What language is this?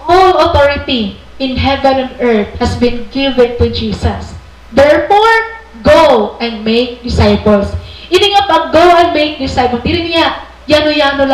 Waray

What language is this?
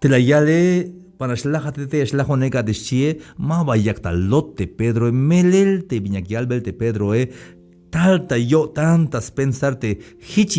Tzeltal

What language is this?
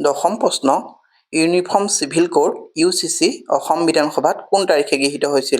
Assamese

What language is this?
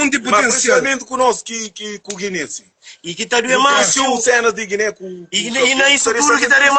Kabuverdianu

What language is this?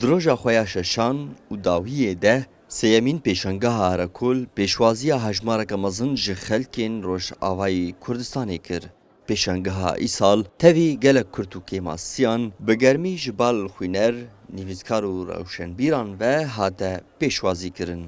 Kurdish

